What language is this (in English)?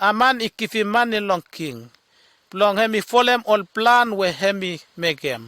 Bislama